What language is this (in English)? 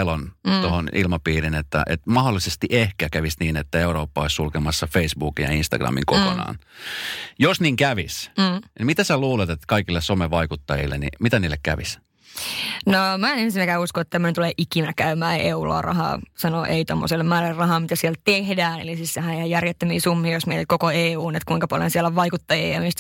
Finnish